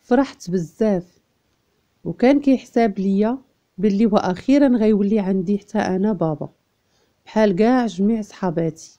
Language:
Moroccan Arabic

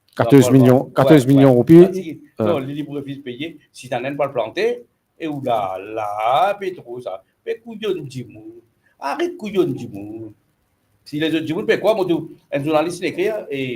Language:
Morisyen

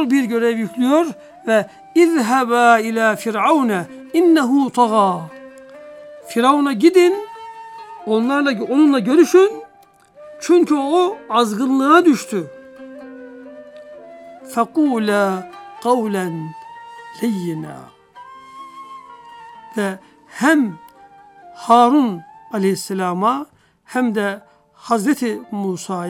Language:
Turkish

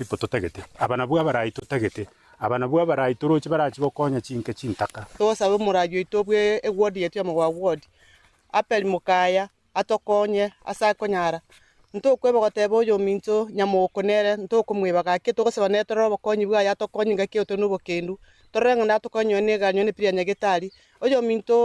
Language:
Gusii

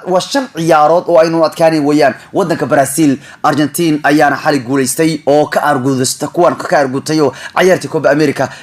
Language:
Somali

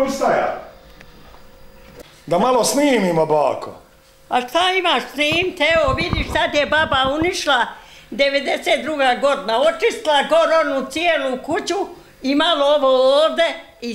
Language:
Bosnian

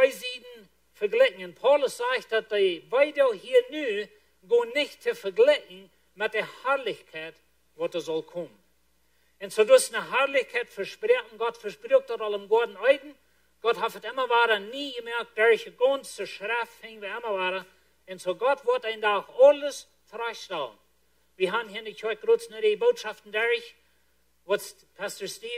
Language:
Plautdietsch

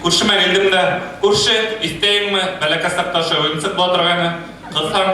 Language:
Bashkir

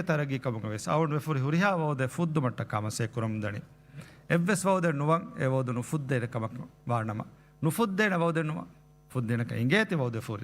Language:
Divehi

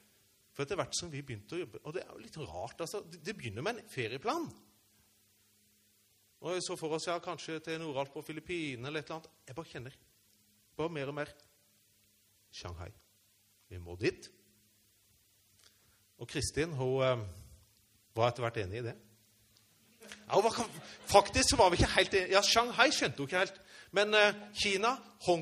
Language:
Norwegian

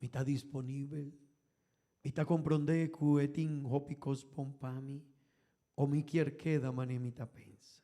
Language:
Papiamento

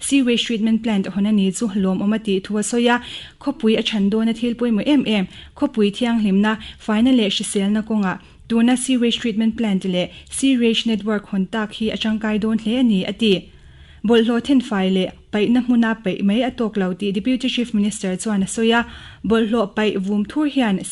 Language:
Mizo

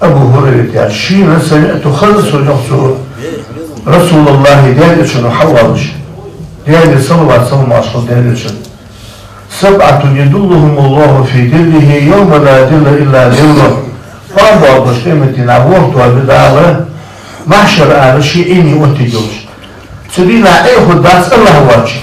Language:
Ingush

